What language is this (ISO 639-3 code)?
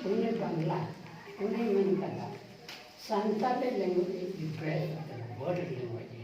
sat